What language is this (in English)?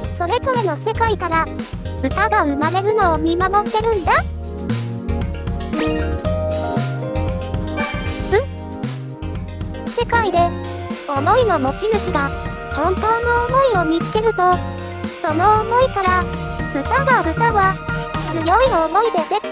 Japanese